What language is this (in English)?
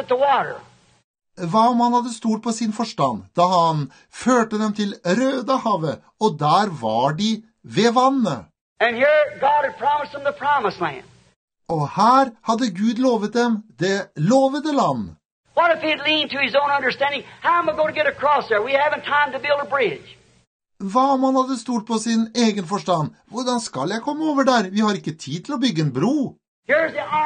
Norwegian